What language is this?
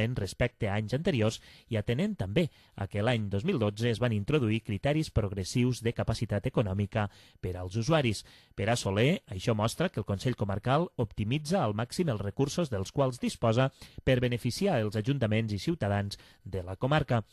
Catalan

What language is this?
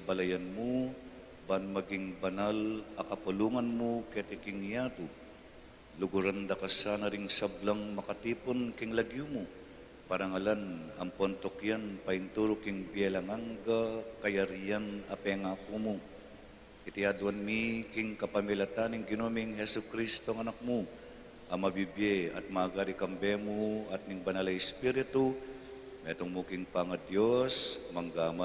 Pampanga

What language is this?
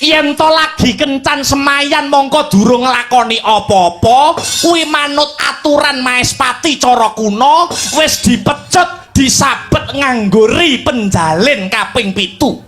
Javanese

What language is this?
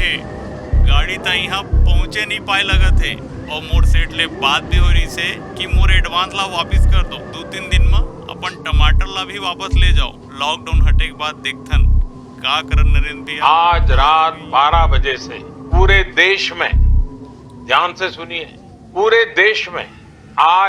Chhattisgarhi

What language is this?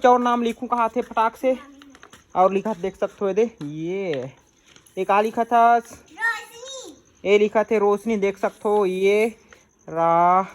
Chhattisgarhi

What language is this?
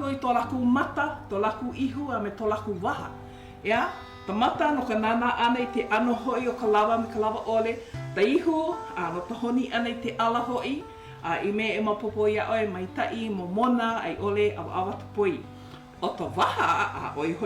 Hawaiian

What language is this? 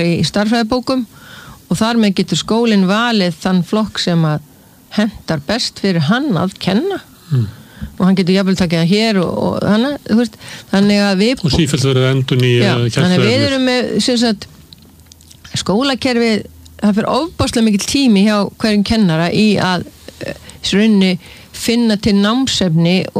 Icelandic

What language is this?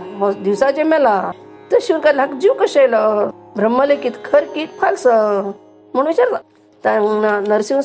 Konkani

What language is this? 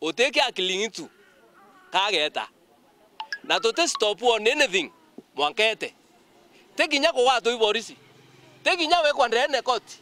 Meru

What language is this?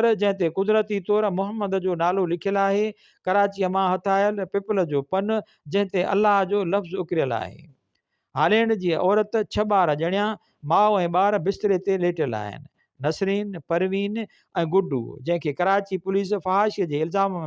Sindhi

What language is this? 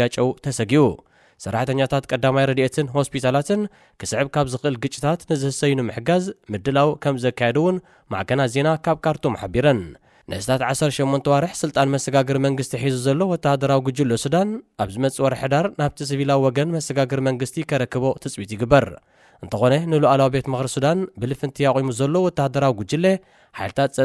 Tigrinya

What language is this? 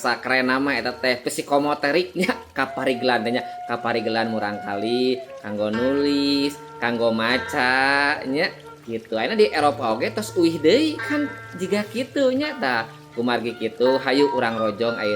Sundanese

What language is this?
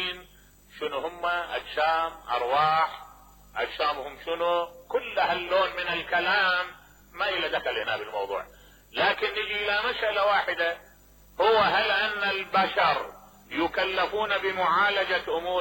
Mesopotamian Arabic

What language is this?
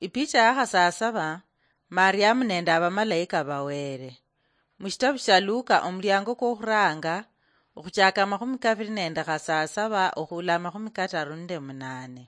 Luyia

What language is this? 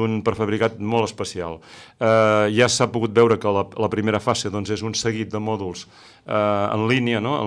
Catalan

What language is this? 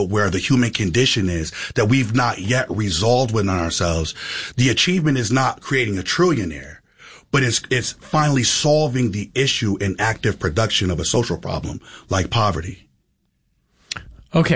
English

